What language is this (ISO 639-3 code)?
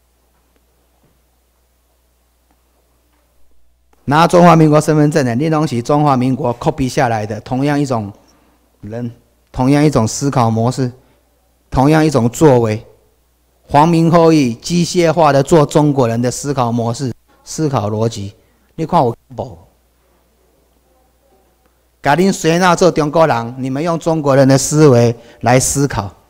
zho